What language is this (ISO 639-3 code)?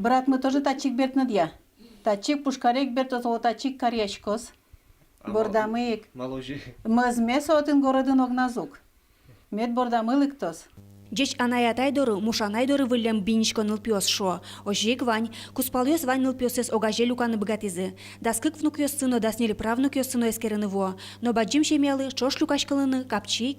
udm